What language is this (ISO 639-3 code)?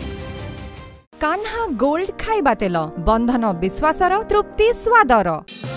ori